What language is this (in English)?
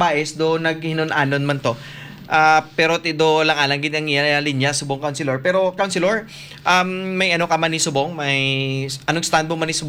Hiligaynon